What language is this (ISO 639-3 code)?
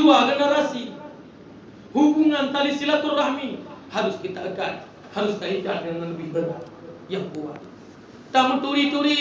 ace